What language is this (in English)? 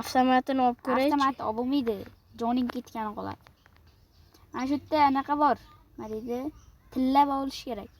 Uzbek